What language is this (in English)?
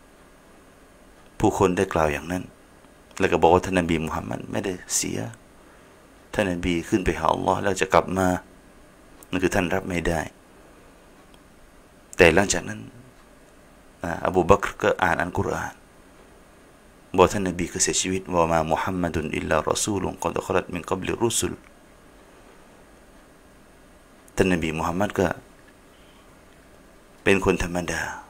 Thai